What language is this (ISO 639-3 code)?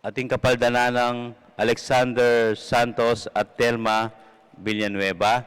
pam